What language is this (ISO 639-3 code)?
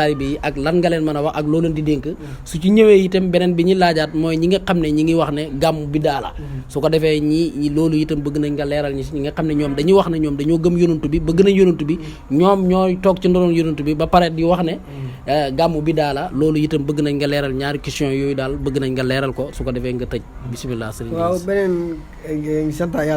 wol